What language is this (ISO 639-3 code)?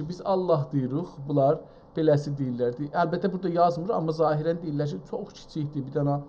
azb